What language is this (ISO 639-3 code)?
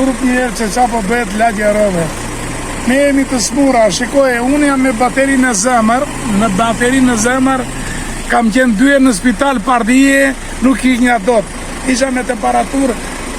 sqi